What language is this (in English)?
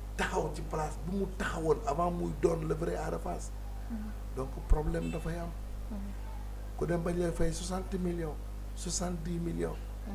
Wolof